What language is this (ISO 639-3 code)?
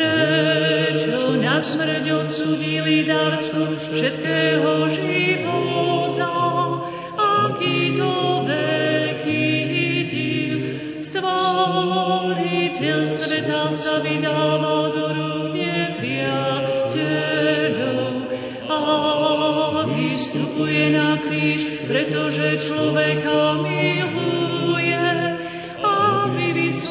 slk